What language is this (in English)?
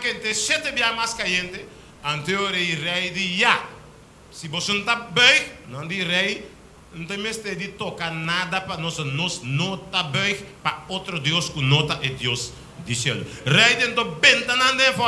Papiamento